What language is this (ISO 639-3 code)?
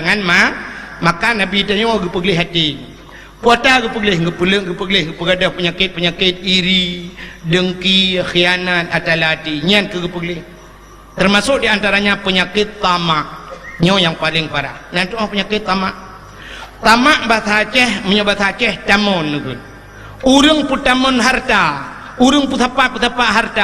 ace